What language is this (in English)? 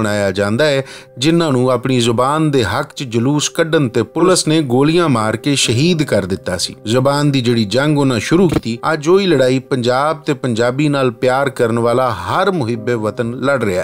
Western Panjabi